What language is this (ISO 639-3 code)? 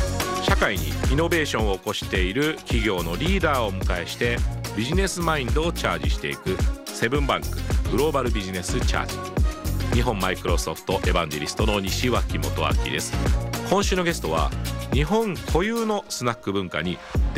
jpn